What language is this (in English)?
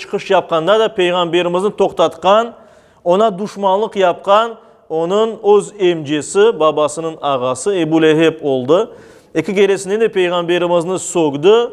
Crimean Tatar